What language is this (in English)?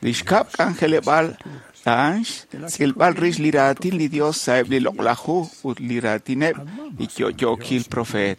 Kekchí